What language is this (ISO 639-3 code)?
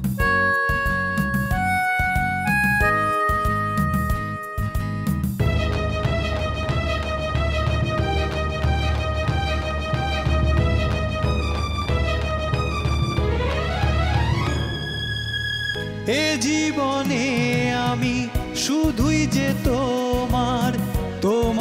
ben